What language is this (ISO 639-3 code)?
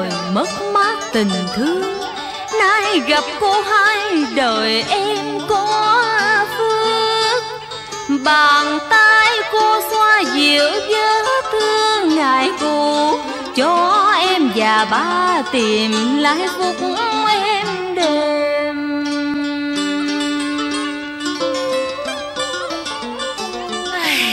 vie